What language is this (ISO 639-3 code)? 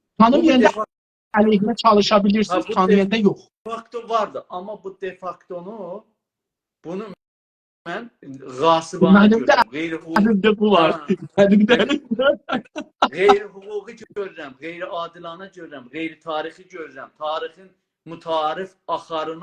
azb